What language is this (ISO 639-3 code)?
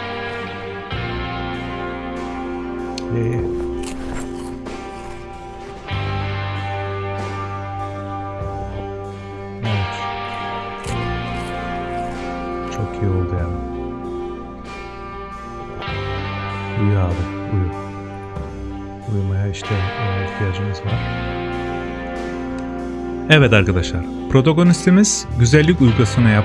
tur